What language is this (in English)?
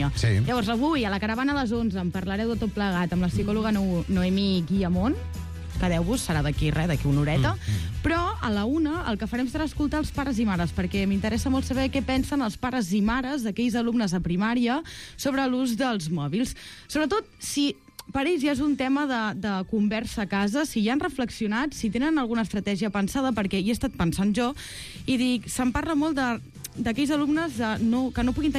Catalan